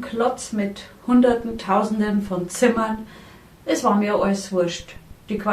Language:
Bavarian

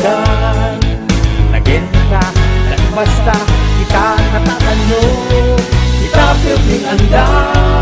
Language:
Bikol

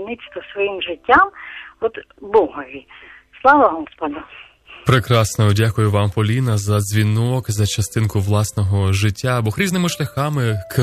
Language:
Ukrainian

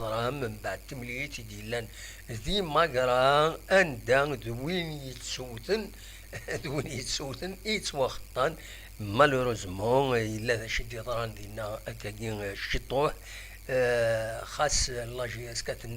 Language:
Kabyle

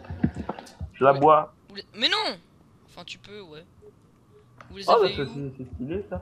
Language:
French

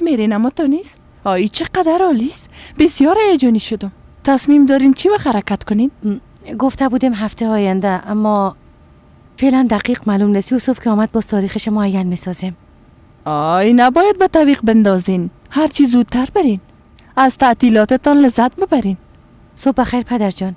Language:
Persian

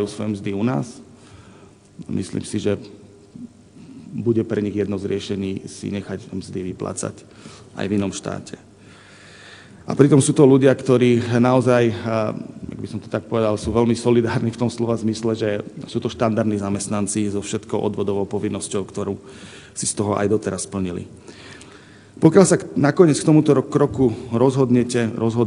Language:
Slovak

